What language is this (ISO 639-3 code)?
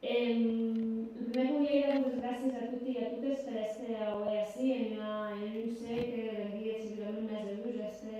oci